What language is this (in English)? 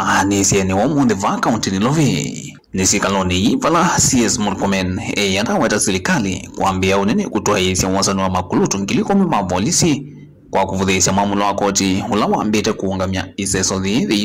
Kamba